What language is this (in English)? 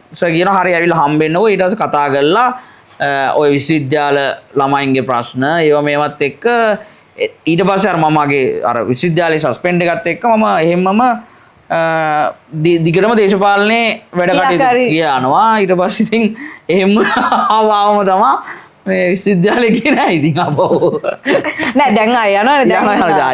Sinhala